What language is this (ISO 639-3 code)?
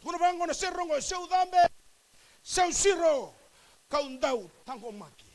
fij